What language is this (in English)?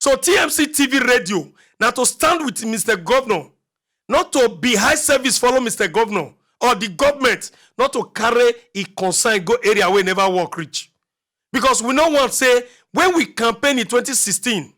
Nigerian Pidgin